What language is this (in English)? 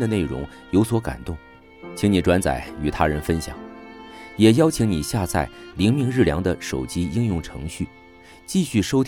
Chinese